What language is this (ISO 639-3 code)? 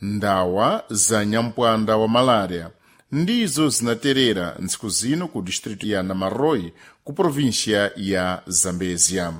seh